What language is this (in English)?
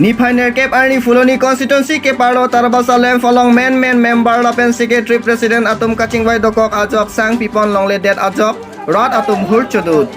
Karbi